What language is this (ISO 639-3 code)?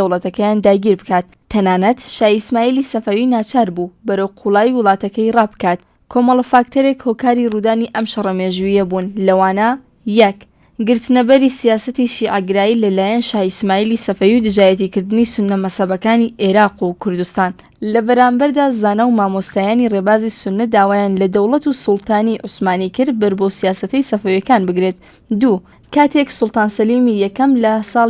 ckb